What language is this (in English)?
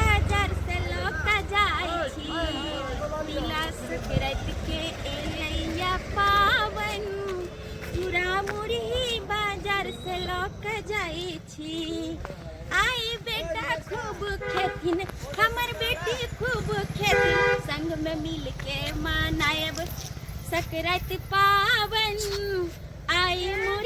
Maithili